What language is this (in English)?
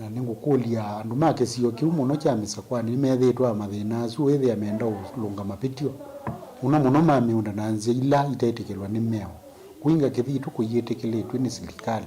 Kamba